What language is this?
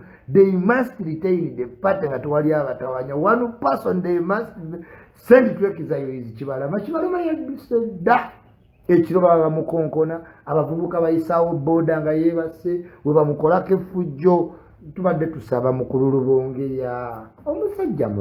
Ganda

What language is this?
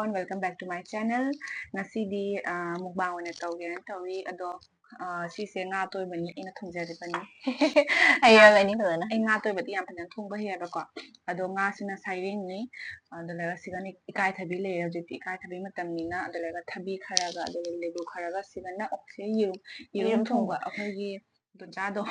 Manipuri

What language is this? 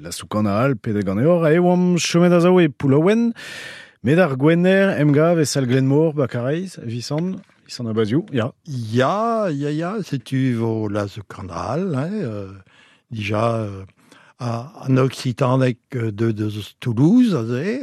Breton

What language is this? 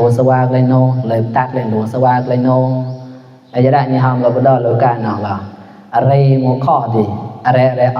Mon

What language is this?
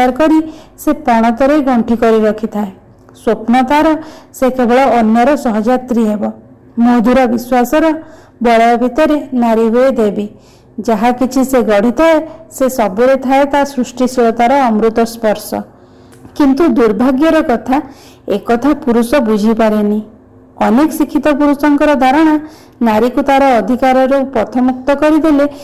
Odia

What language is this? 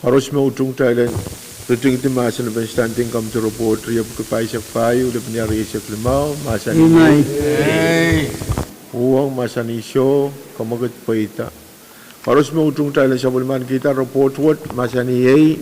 Pohnpeian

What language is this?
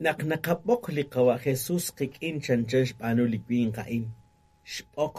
Kekchí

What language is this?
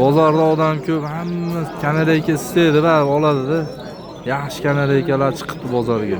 Uzbek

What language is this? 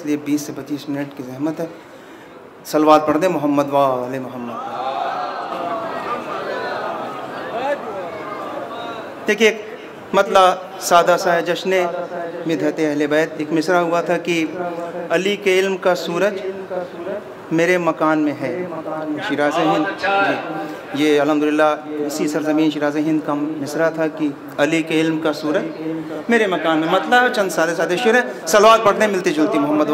Urdu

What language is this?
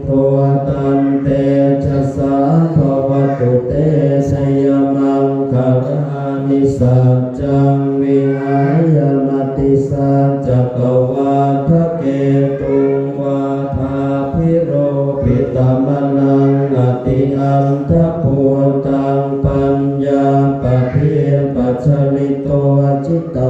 Pali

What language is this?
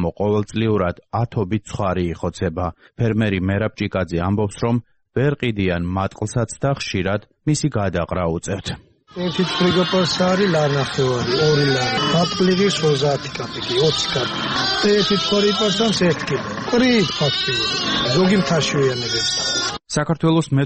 Georgian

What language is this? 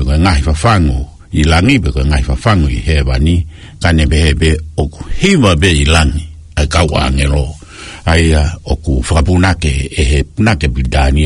Tongan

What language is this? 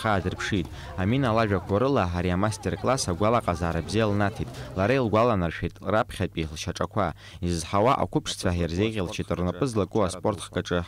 Abkhazian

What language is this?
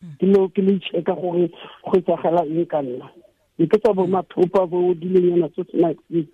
Tswana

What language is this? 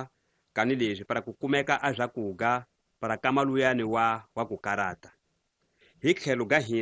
Tsonga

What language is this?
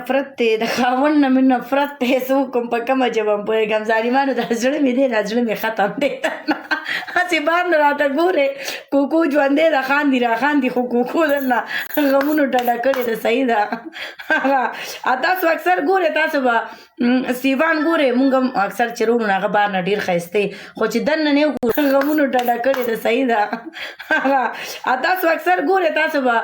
Pashto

